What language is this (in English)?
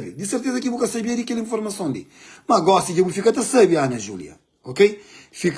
Kabuverdianu